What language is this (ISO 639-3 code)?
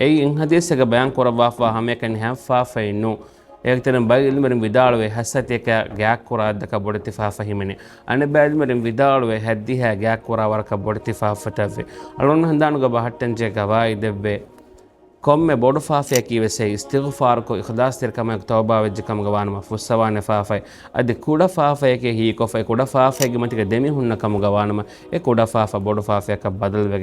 div